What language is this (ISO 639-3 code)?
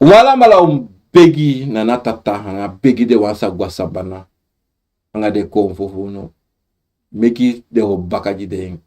srn